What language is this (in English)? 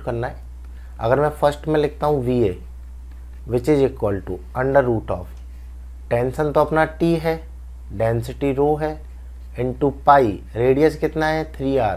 Hindi